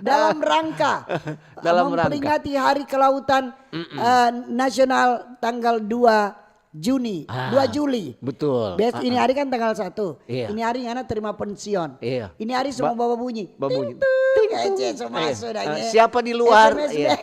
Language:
Manado Malay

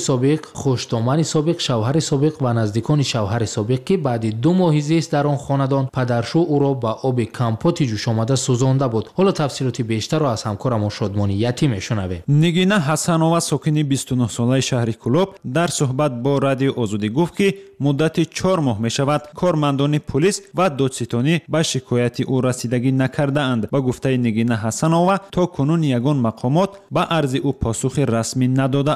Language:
Tajik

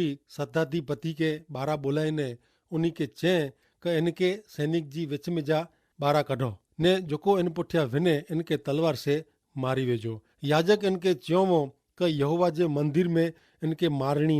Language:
Kachhi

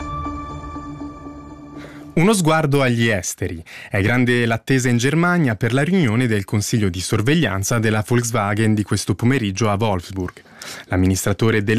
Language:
Italian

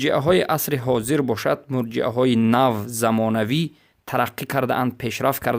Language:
Tajik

